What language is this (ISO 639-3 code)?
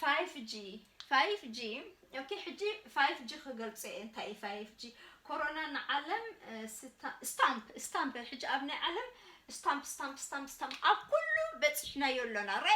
tir